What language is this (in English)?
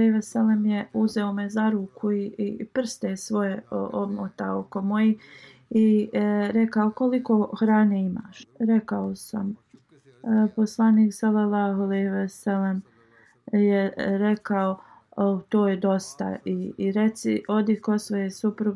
Bosnian